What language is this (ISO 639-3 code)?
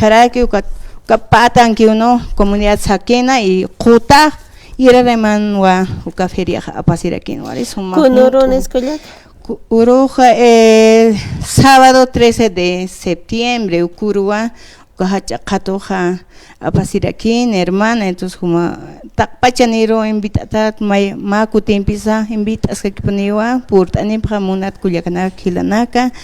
aym